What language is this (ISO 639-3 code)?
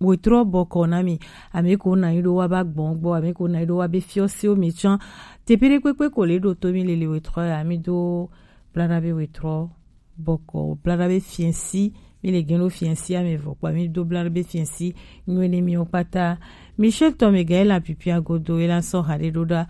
gej